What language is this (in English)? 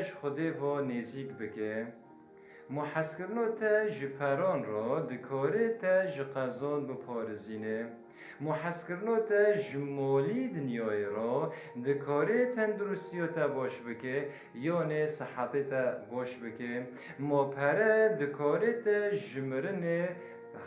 Kurdish